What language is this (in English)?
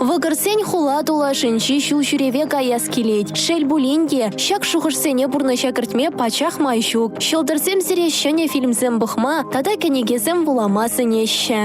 Chuvash